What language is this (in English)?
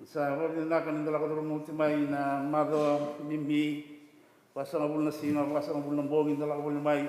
Fijian